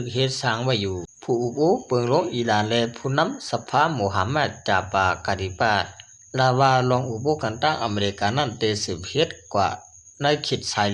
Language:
Shan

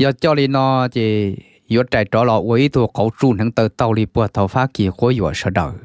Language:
Hmong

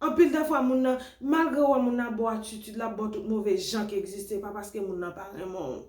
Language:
Haitian Creole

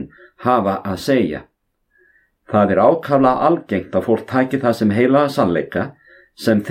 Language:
Icelandic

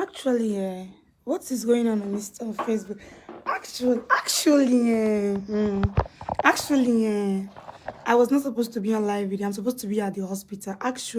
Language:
Nigerian Pidgin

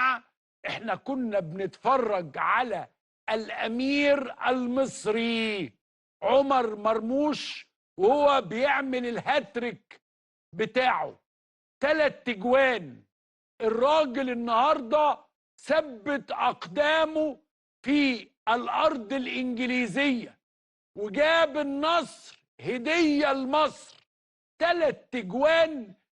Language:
Egyptian Arabic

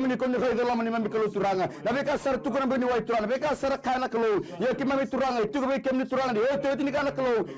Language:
Fijian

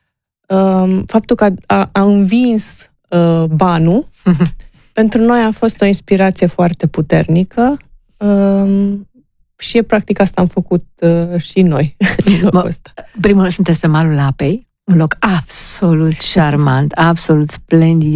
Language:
Romanian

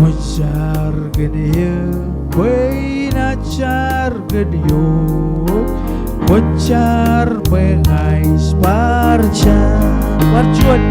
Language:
Marshallese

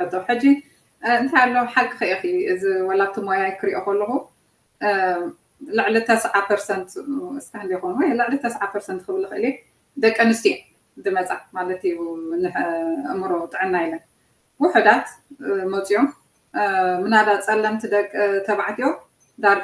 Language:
Tigrinya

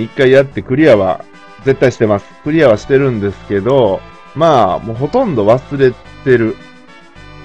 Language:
Japanese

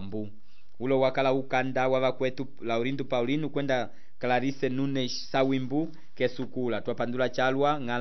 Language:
Umbundu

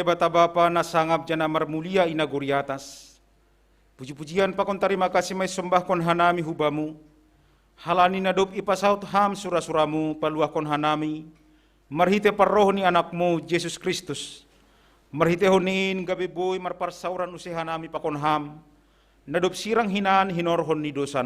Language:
Batak Simalungun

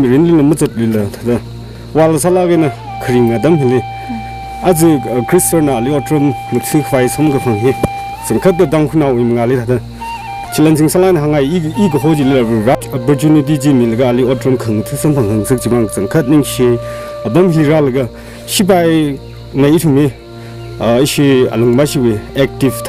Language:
Tangkhul Naga (India)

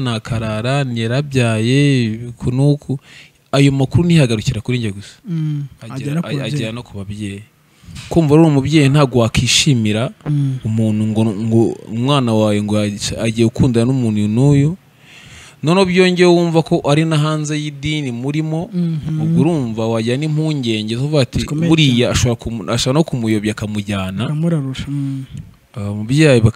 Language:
Kinyarwanda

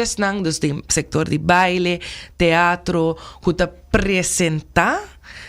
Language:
Papiamento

